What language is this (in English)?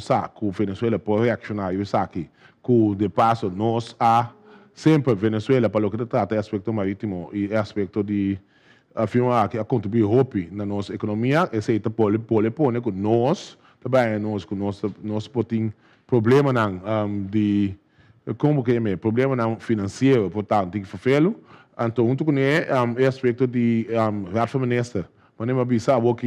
Papiamento